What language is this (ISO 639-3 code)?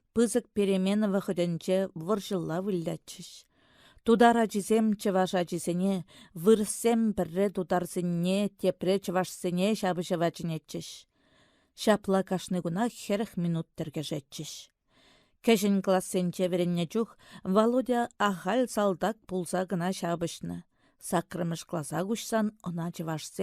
chv